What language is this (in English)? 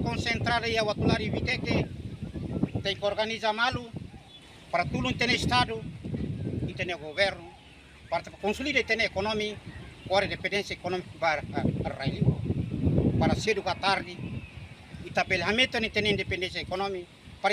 Tetum